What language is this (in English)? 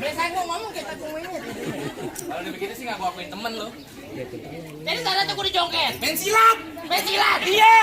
Betawi